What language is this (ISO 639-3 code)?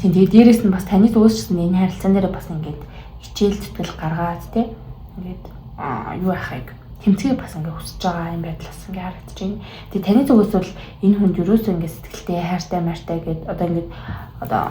mon